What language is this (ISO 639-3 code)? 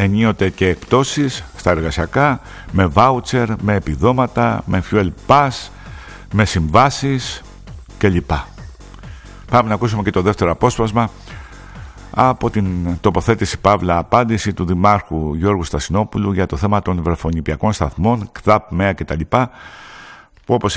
ell